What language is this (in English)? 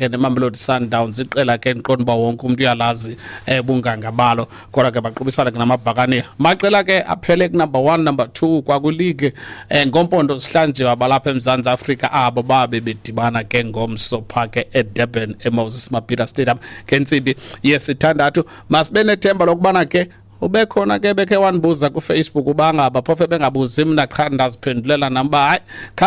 Xhosa